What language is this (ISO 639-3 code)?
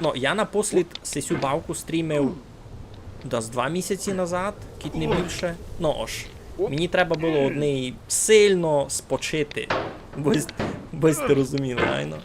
rue